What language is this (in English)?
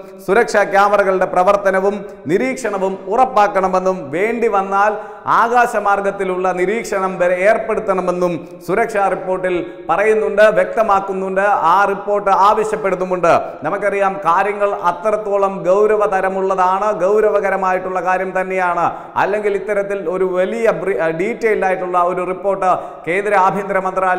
Malayalam